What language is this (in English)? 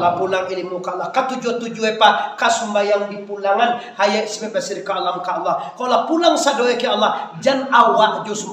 Minangkabau